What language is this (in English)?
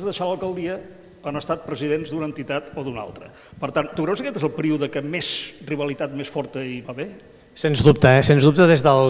Catalan